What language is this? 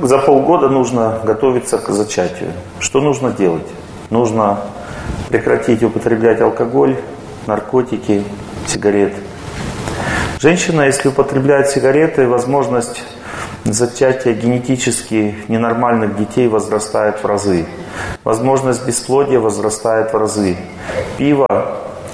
Russian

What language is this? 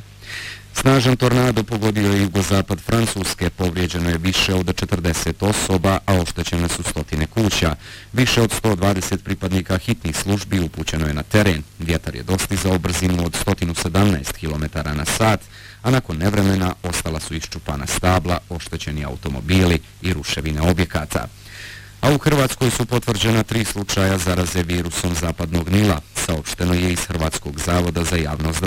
Bosnian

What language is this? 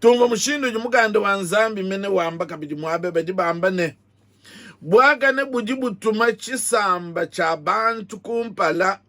Luba-Lulua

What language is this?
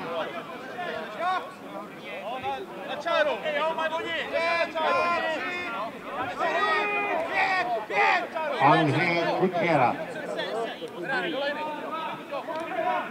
Czech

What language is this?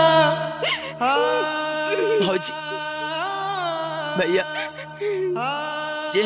Bhojpuri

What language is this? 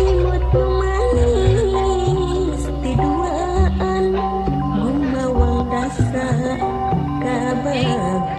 Sundanese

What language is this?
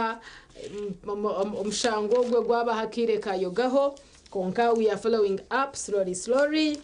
Nyankole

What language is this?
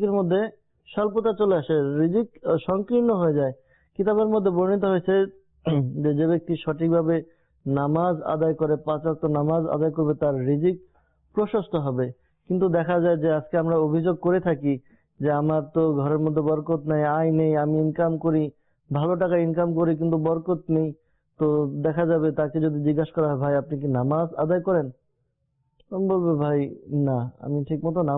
Bangla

